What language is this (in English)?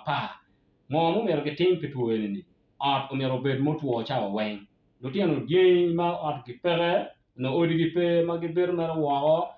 Acoli